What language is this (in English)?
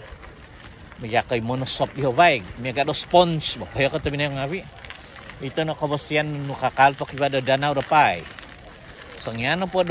Central Dusun